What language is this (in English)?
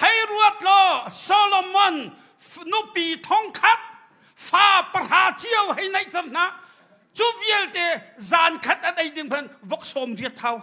Hakha Chin